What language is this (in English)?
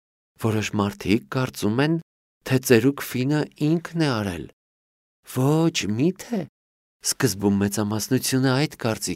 Armenian